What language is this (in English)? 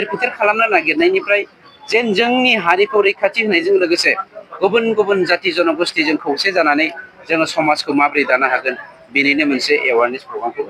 Bodo